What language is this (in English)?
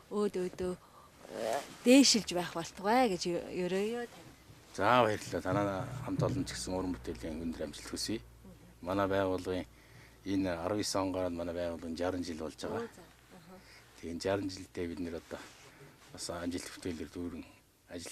Mongolian